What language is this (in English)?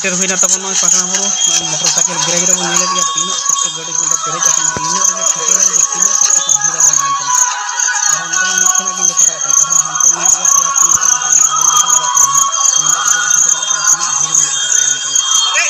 Santali